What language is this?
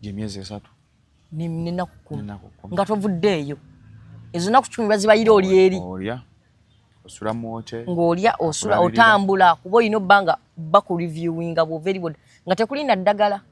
Ganda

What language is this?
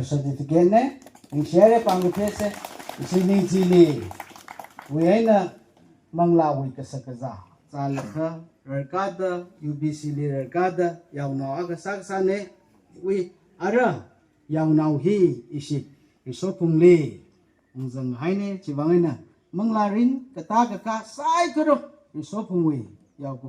Tangkhul Naga (India)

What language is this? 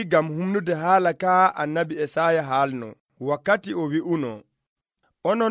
Nigerian Fulfulde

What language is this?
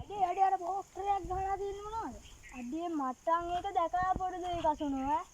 Sinhala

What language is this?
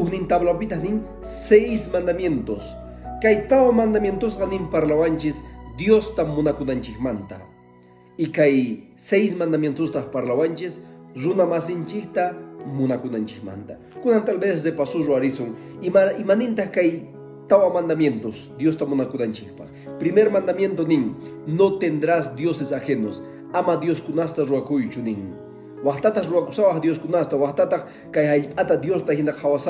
Quechua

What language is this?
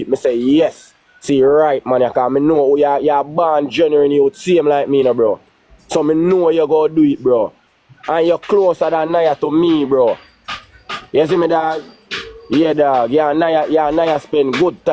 Jamaican Creole English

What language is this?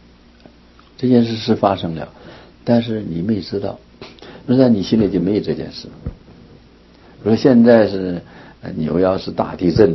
Chinese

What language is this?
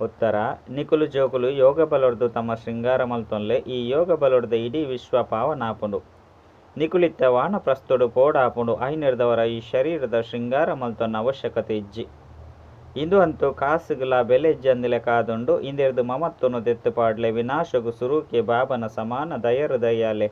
Tulu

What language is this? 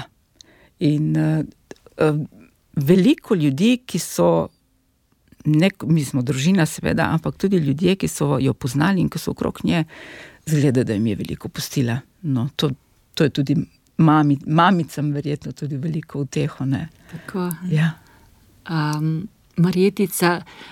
Slovenian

